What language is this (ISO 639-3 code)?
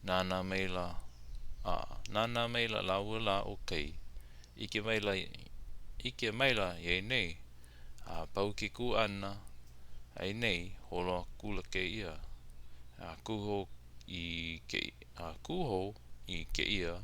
haw